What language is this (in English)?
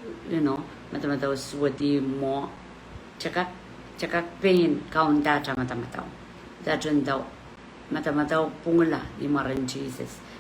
Pohnpeian